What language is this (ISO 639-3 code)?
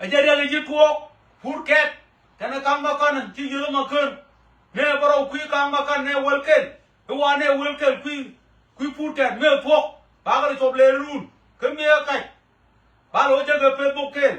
nus